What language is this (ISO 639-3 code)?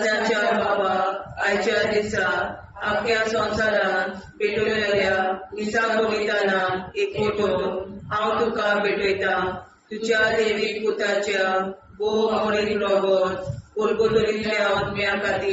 kok